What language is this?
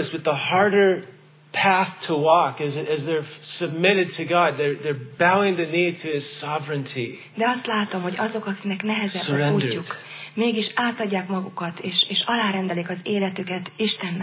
Hungarian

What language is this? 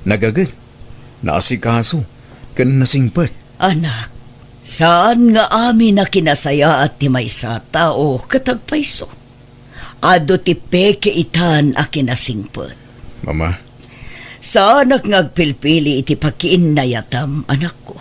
Iloko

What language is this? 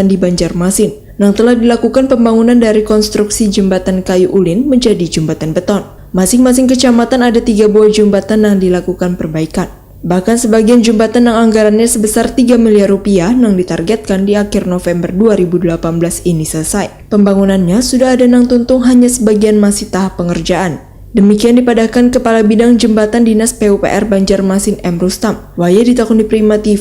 Banjar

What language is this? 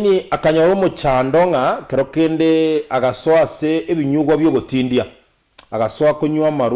Gusii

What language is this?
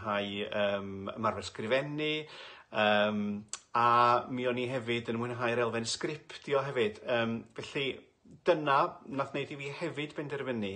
Welsh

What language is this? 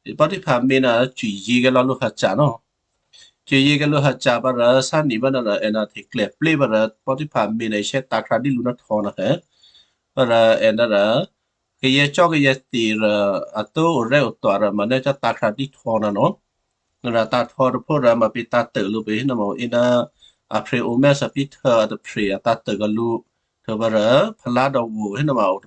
Western Kayah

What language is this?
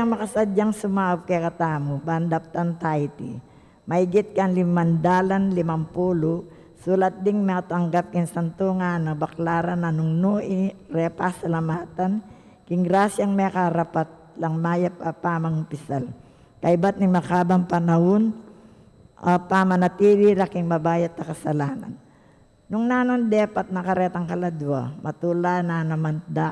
Pampanga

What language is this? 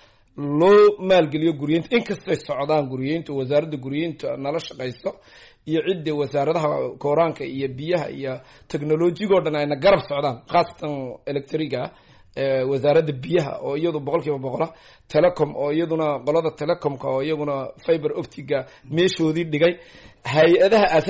Somali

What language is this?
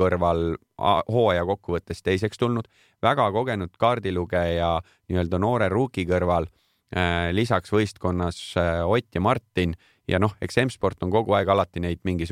Estonian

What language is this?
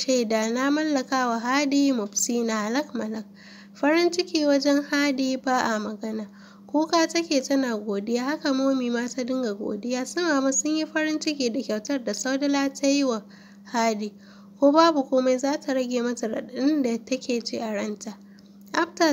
Hausa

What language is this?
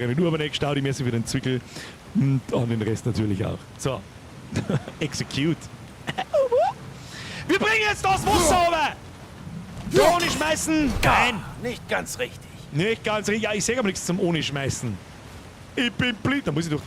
Bavarian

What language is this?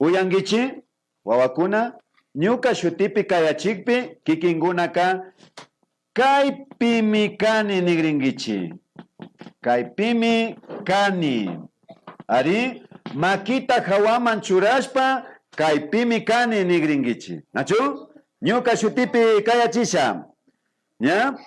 Imbabura Highland Quichua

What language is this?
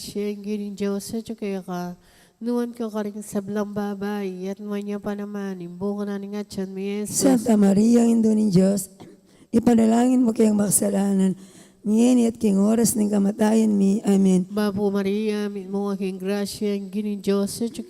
Pampanga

